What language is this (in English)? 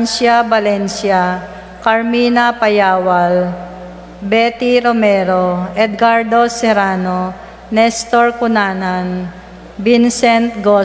Pampanga